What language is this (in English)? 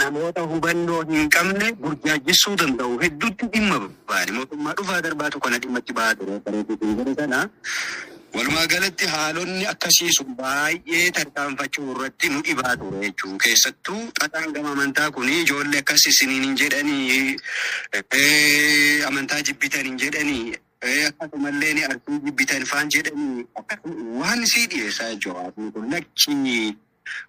Oromo